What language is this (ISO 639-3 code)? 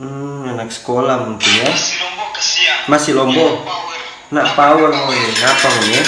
xmm